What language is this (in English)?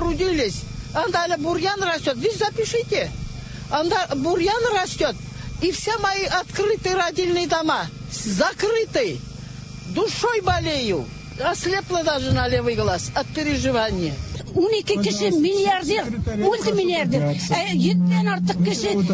Tatar